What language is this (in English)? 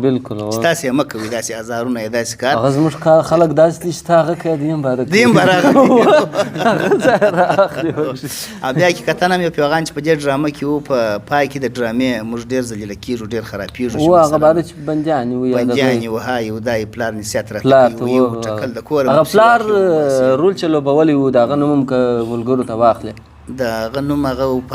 Pashto